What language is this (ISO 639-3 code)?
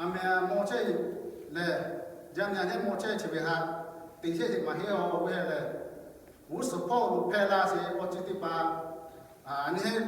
lhu